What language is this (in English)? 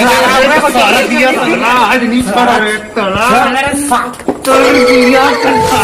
Chhattisgarhi